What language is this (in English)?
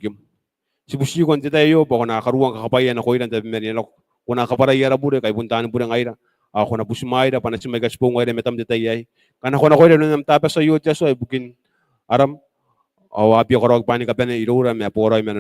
Gilbertese